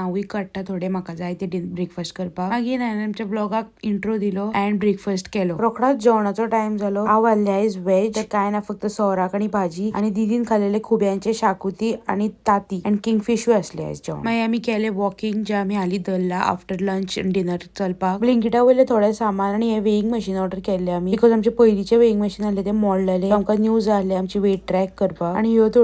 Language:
Konkani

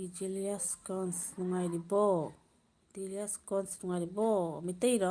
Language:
Manipuri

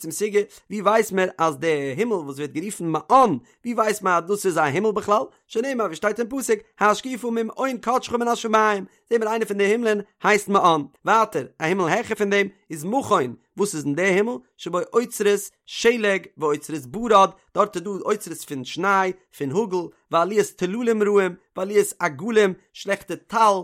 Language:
Yiddish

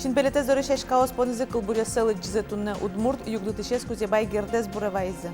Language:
Udmurt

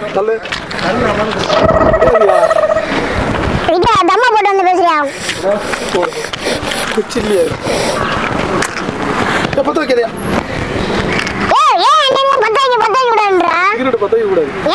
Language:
Tamil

